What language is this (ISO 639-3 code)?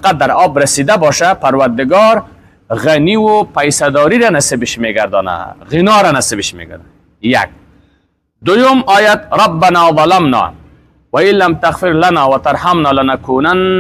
fas